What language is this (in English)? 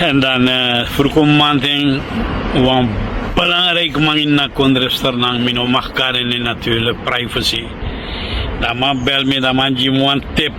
Sranan Tongo